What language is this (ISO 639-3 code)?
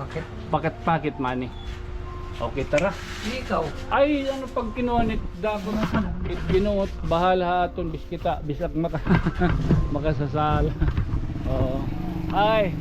war